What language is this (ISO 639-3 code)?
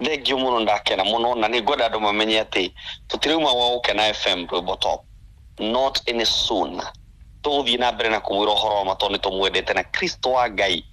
kik